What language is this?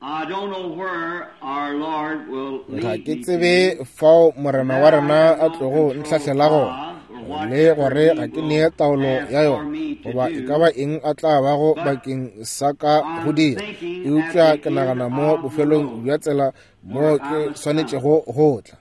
Northern Sotho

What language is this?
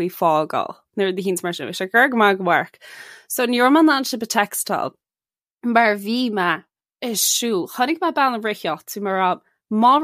Irish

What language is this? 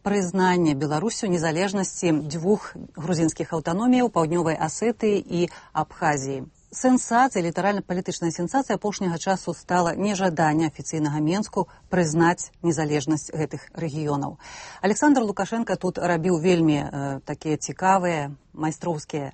Belarusian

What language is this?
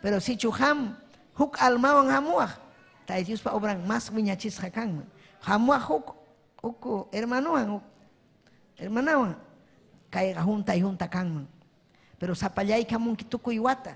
Ayacucho Quechua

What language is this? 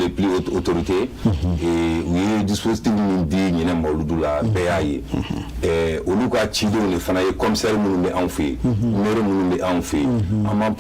Bambara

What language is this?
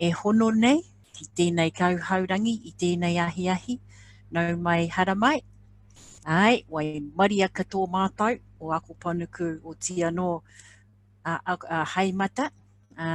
Māori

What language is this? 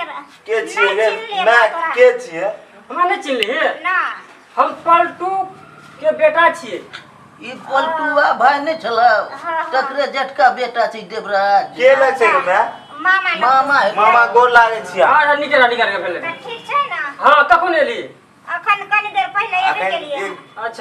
Maithili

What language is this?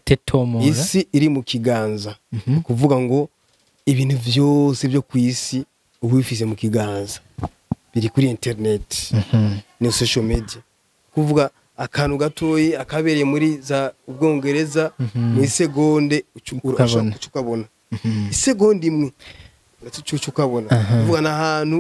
Rundi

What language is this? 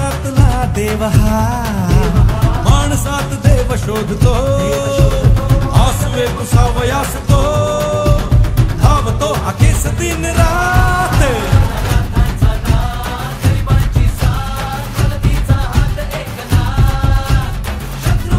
Marathi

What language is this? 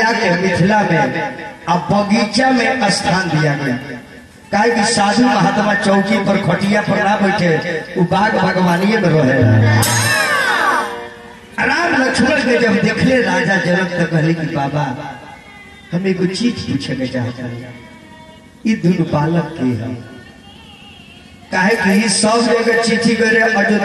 Bhojpuri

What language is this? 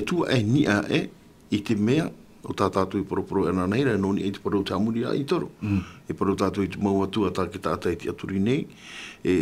Tahitian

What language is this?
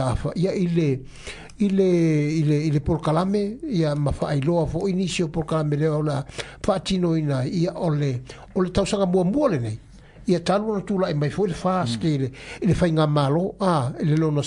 Samoan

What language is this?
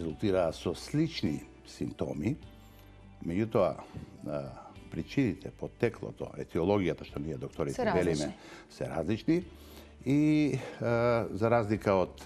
Macedonian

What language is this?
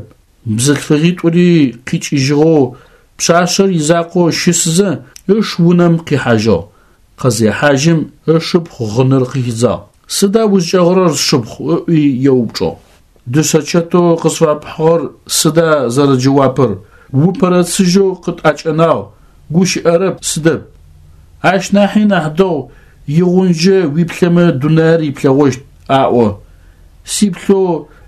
Adyghe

